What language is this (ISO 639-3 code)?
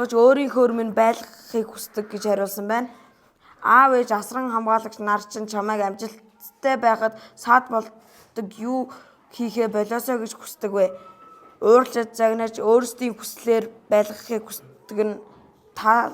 mon